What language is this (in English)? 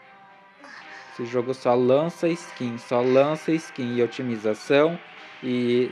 Portuguese